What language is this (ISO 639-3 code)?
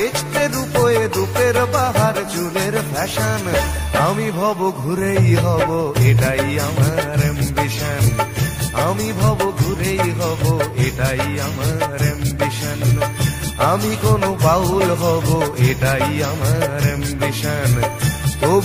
ben